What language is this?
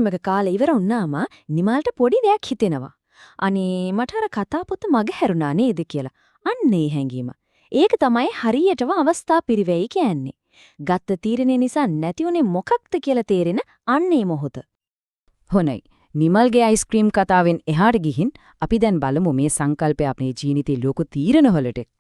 Sinhala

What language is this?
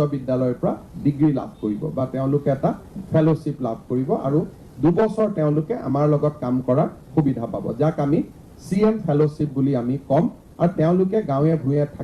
Assamese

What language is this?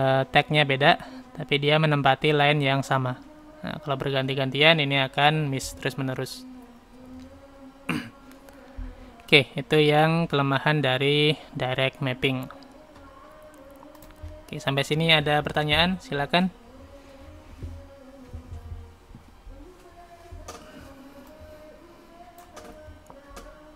Indonesian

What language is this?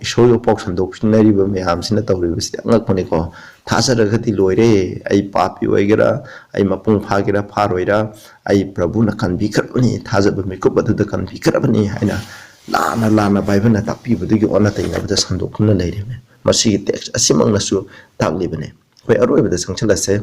Manipuri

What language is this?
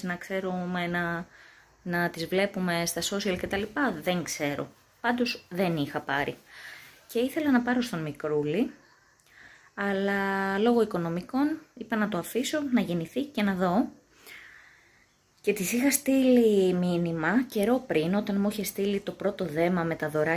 Greek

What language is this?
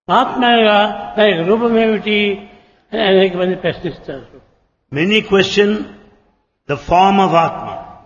Telugu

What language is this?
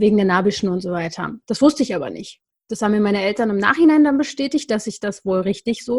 German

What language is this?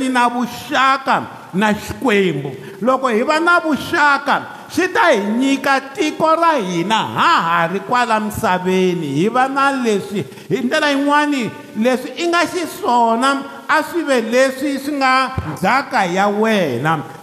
Tsonga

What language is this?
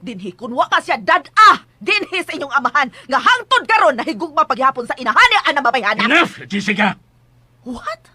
Cebuano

